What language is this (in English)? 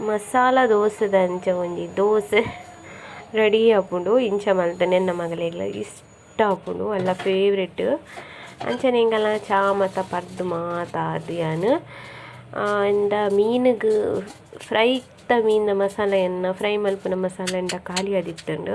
Tulu